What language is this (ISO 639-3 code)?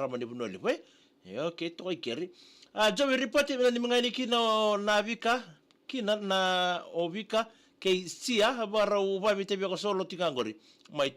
fij